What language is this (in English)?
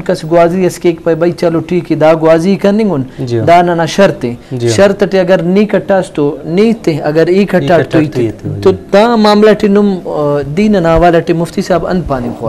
Brahui